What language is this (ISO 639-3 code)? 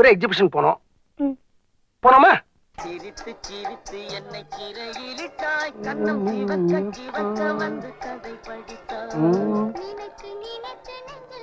tam